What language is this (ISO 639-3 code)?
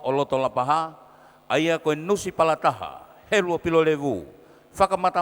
ton